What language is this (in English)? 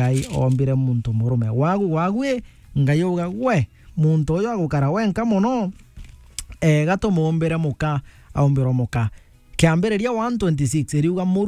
Meru